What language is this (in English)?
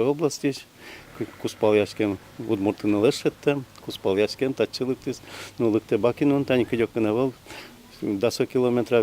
Udmurt